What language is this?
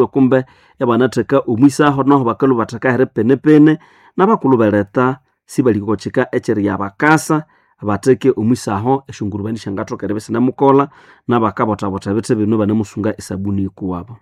Nande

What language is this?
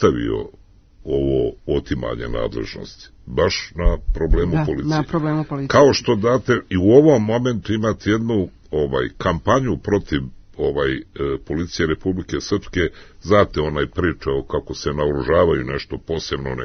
Serbian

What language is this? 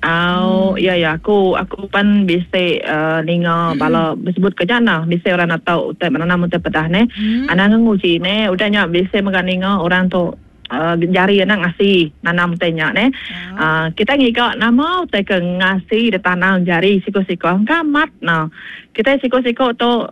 Iban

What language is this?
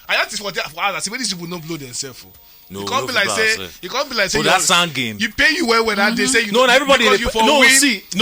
Nigerian Pidgin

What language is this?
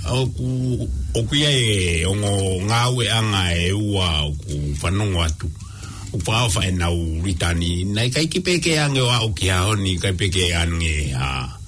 Tongan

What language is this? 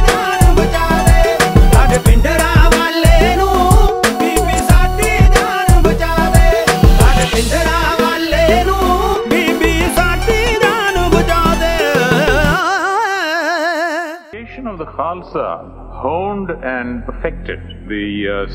Punjabi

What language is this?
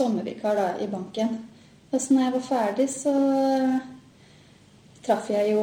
Norwegian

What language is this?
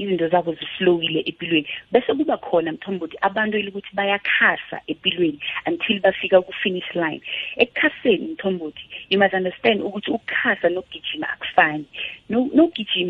South Ndebele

